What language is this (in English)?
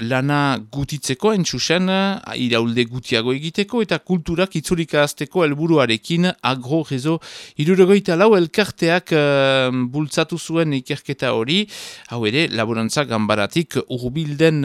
Basque